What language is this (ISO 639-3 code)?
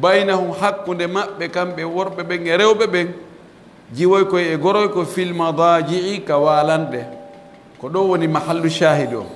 fuf